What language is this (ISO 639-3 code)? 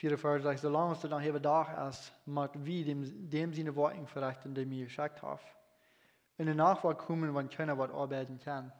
pdt